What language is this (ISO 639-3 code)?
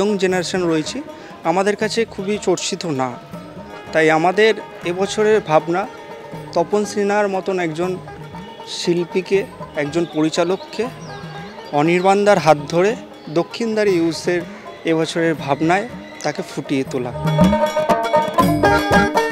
ben